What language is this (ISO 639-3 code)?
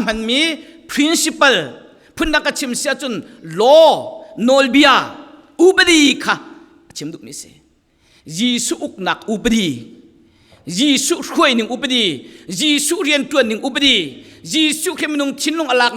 cfm